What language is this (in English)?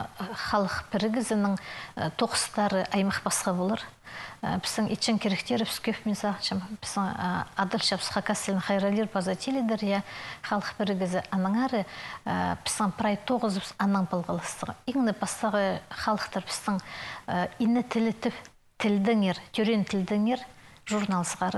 Khakas